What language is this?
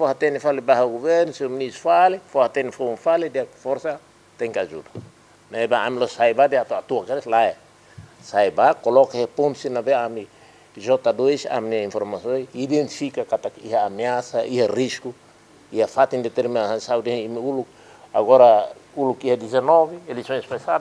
Tetum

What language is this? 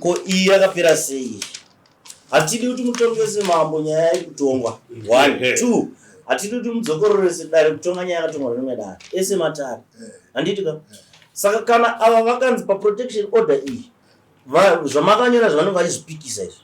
Shona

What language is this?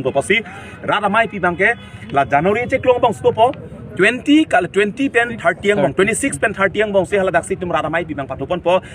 Karbi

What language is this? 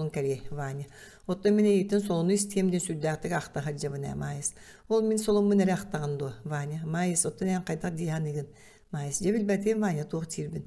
Yakut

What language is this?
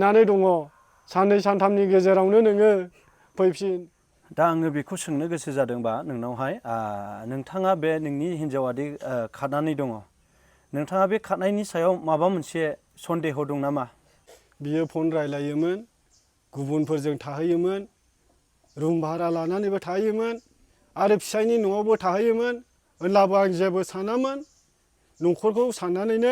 Bodo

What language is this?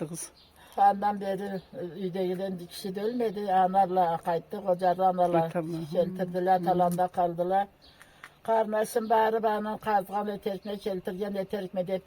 Karachay-Balkar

